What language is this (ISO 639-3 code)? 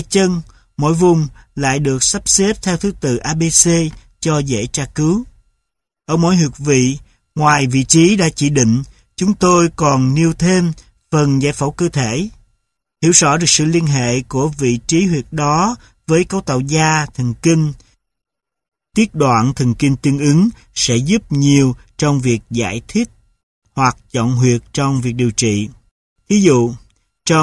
vie